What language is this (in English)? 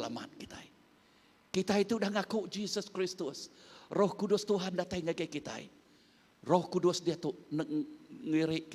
Iban